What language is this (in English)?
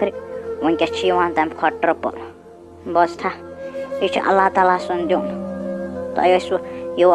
Kashmiri